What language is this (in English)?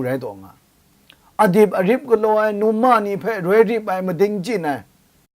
Kachin